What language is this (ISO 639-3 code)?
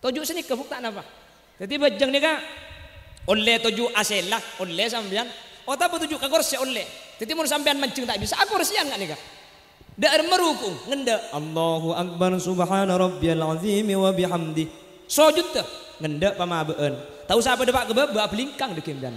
mad